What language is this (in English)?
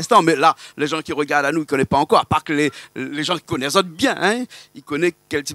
Réunion Creole French